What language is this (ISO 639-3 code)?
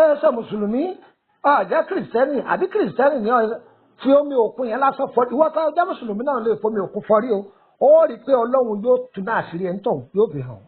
yor